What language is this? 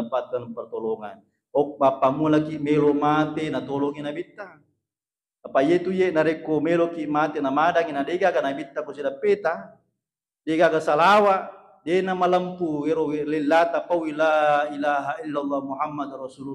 Buginese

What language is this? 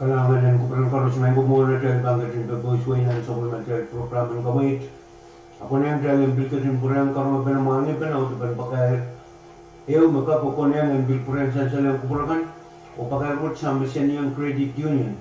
Pohnpeian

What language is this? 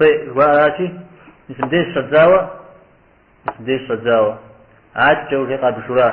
Kabardian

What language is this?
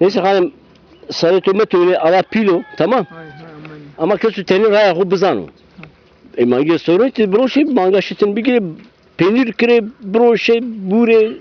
Zaza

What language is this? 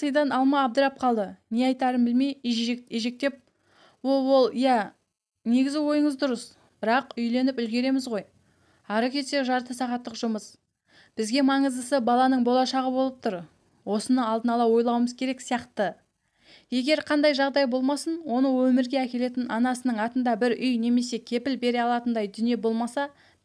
Kazakh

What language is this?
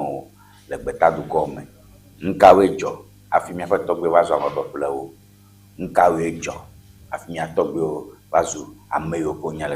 Ewe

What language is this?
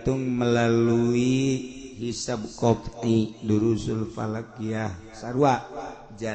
Sundanese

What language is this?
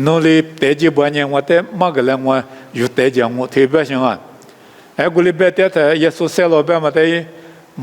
Lisu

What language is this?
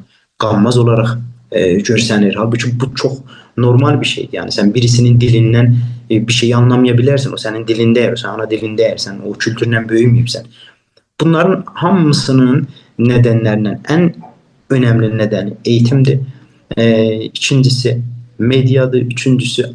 South Azerbaijani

